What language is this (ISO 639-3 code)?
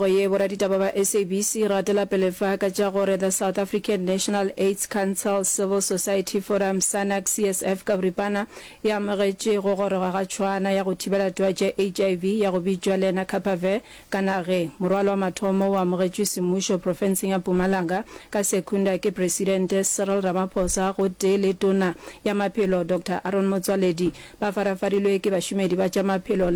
nso